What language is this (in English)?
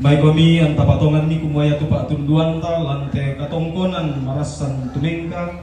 Toraja-Sa'dan